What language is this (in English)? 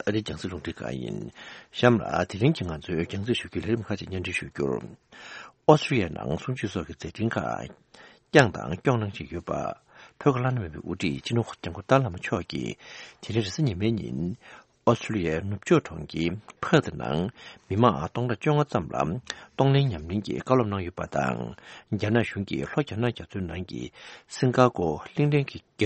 Tibetan